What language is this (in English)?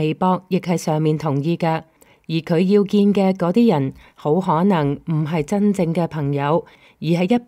Cantonese